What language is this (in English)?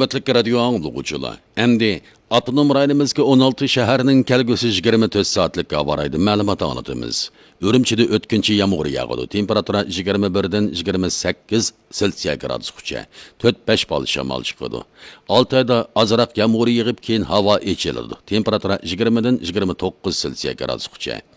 Uyghur